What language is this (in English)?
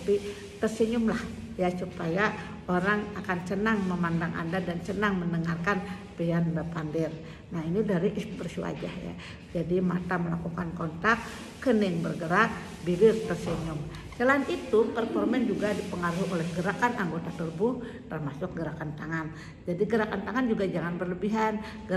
Banjar